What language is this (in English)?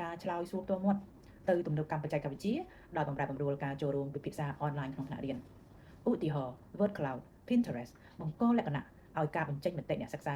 Khmer